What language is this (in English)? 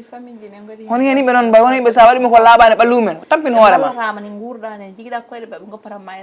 Fula